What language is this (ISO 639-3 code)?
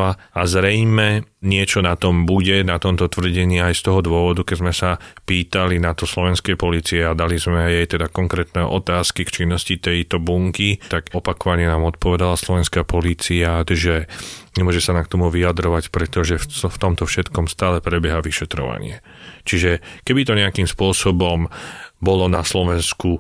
slk